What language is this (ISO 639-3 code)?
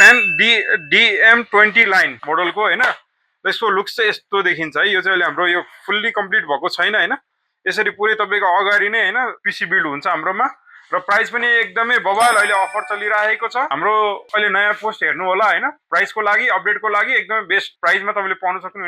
nep